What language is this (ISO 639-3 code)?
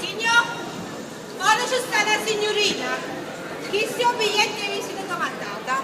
nap